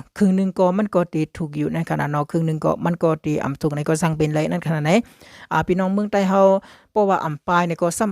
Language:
Shan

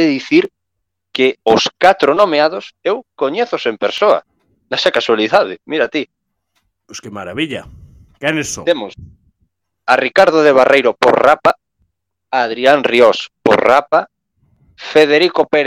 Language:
Galician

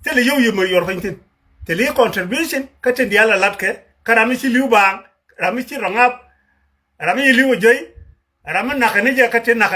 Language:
Nuer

